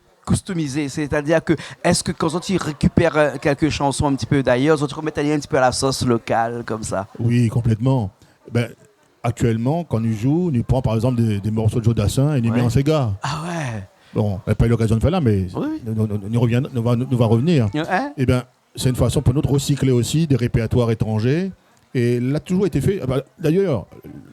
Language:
Réunion Creole French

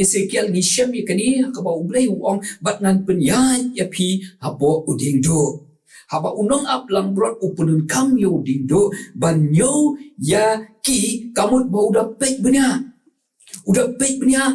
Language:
Khasi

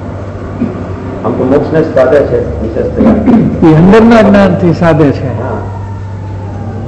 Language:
Gujarati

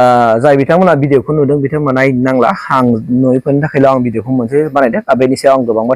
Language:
Bodo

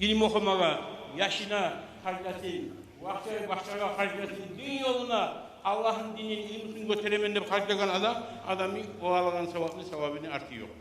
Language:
Kumyk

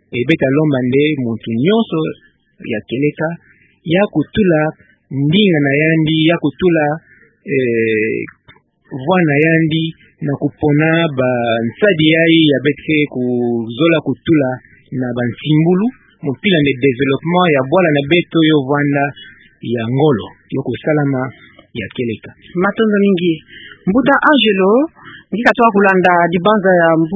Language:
Kituba (Democratic Republic of Congo)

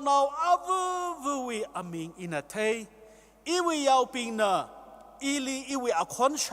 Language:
Tangkhul Naga (India)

